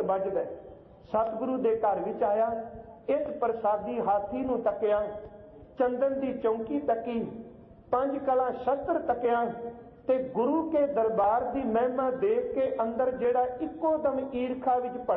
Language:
Punjabi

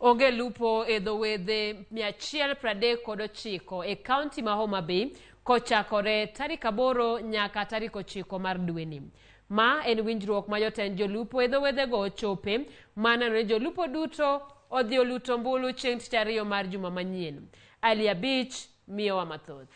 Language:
Luo (Kenya and Tanzania)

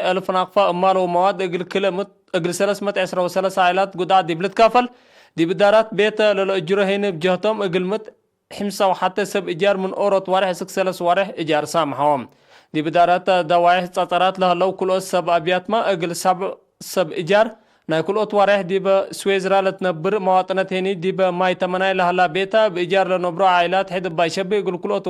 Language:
Tigre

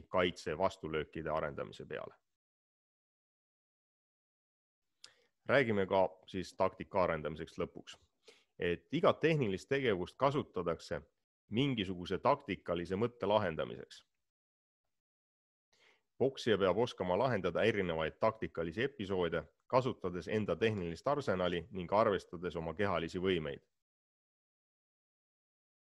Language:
Estonian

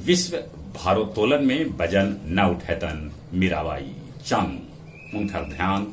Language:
Magahi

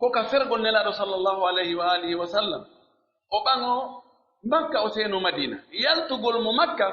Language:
Pular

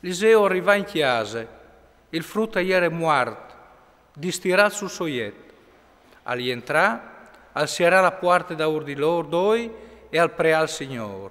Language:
Friulian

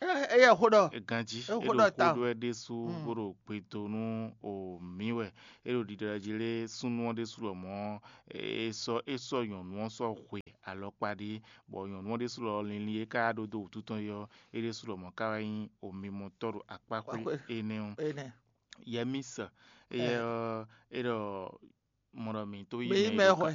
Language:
Fon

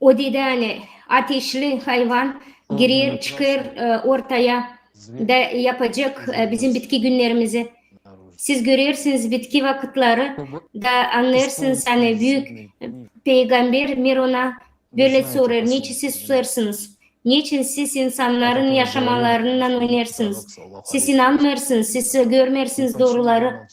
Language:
Gagauz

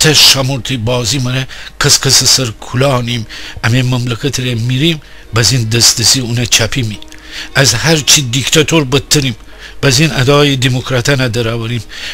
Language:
Gilaki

